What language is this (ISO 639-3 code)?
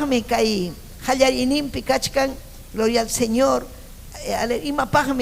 quy